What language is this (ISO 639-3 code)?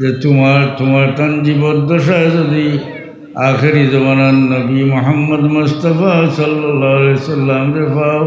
syl